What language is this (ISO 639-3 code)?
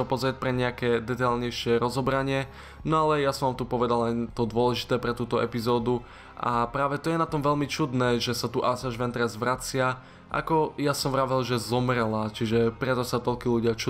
slk